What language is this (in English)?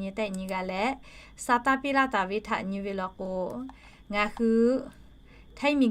Lahu